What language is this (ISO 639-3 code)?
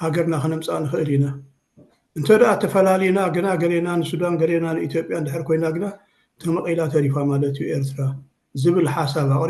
tir